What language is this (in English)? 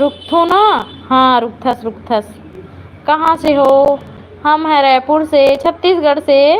Chhattisgarhi